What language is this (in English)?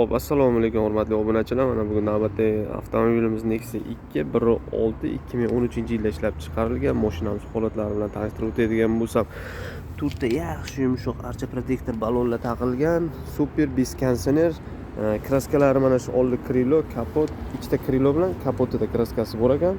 Uzbek